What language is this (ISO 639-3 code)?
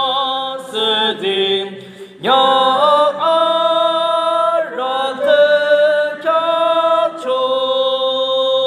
yim